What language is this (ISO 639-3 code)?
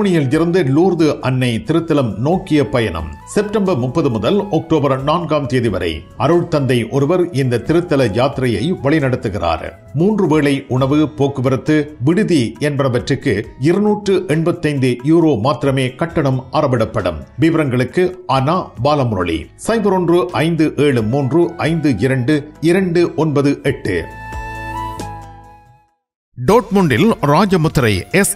tam